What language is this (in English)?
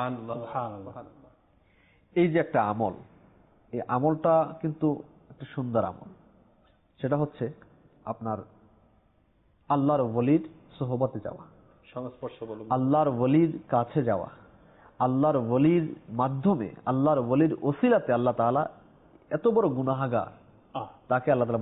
Bangla